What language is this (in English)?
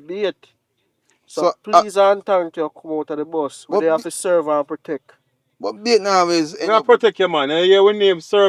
Jamaican Creole English